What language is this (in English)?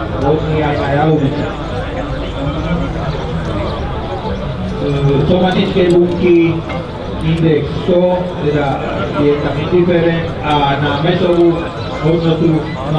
Slovak